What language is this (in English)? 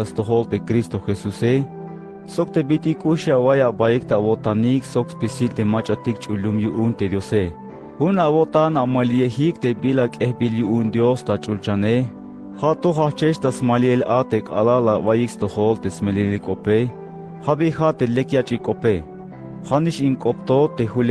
Tzeltal